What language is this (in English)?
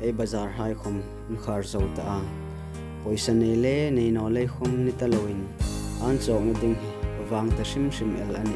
Hmar